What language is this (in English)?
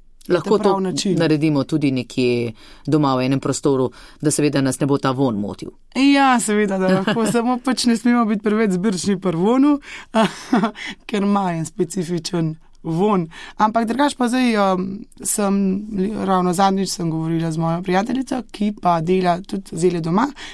Slovenian